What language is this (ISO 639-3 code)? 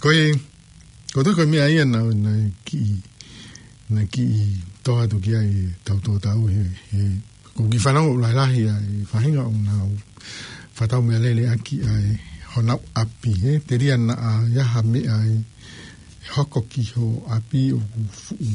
ton